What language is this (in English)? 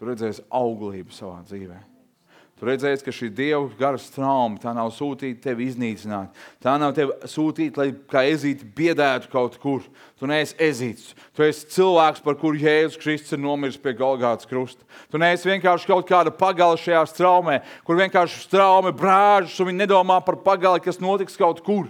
Latvian